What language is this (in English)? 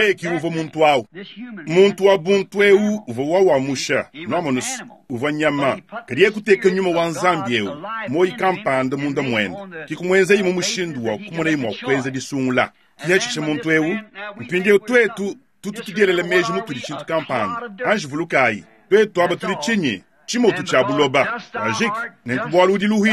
Luba-Lulua